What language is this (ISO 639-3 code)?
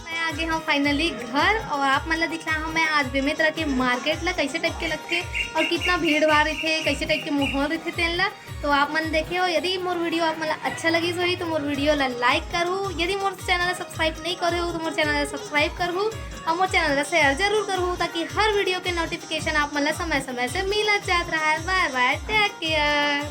hne